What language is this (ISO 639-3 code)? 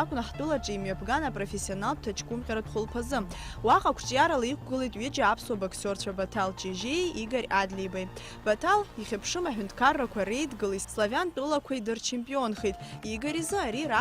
abk